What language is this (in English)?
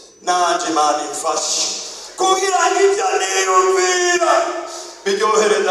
Rundi